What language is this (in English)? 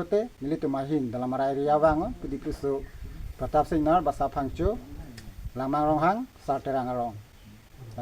Karbi